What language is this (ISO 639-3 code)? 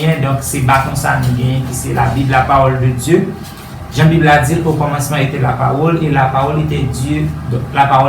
hat